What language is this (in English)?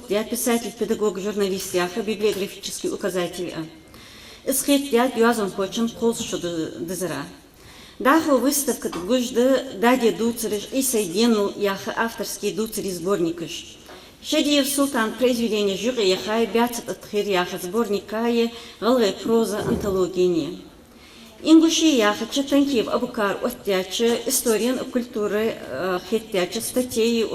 Ingush